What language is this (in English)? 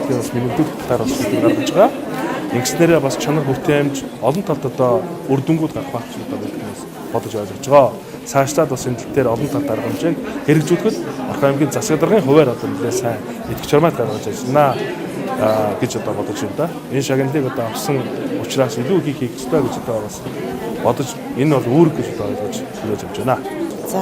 Mongolian